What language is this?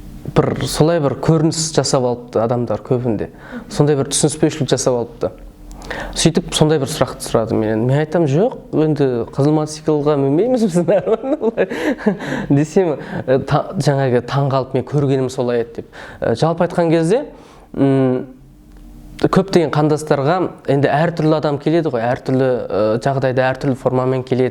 Kazakh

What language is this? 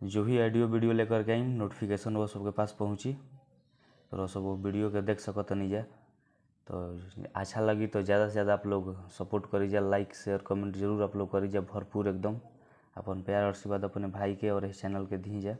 Bhojpuri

